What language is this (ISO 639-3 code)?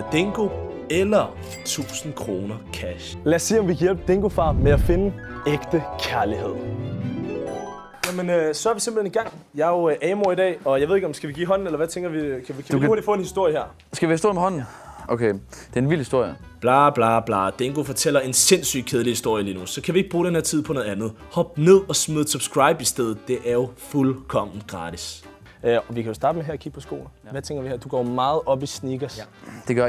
dan